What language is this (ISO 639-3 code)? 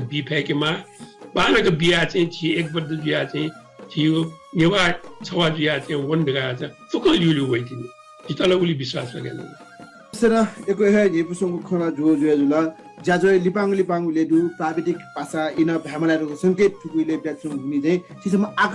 new